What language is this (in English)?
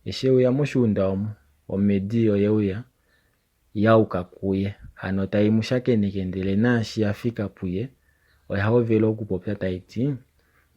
Kuanyama